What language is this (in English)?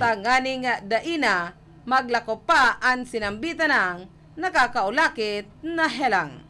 Bikol